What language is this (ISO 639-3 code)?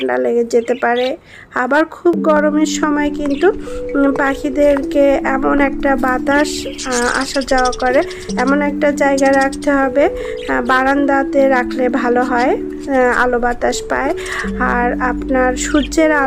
ben